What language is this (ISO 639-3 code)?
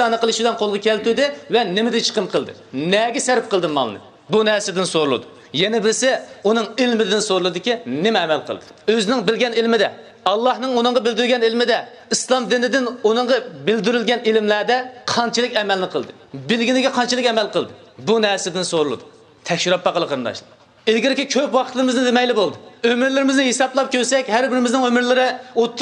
uig